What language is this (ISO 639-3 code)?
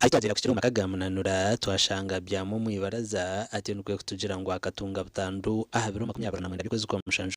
nyn